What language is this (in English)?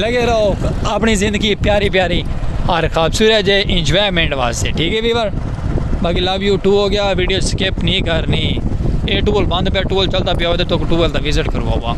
Saraiki